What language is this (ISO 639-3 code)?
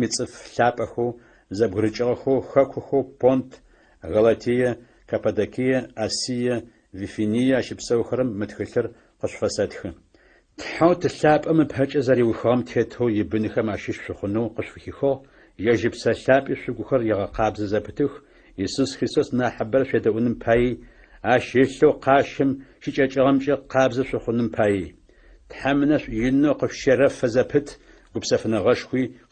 ady